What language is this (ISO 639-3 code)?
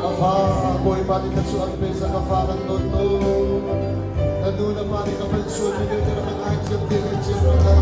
cnh